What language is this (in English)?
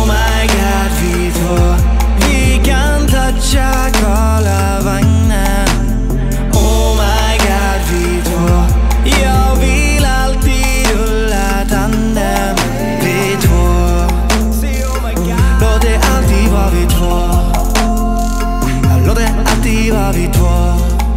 Swedish